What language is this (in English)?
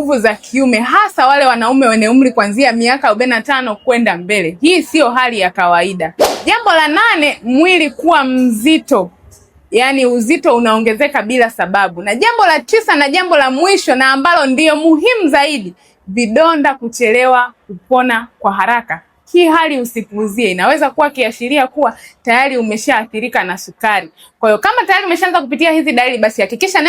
Swahili